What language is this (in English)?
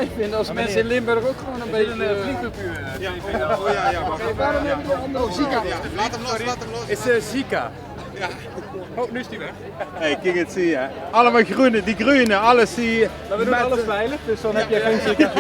Limburgish